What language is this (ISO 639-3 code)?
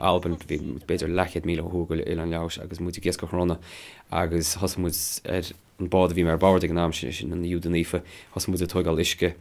gle